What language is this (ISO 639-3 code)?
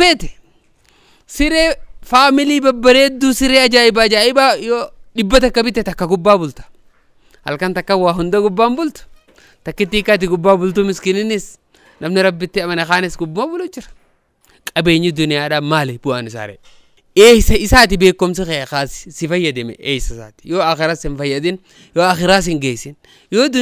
orm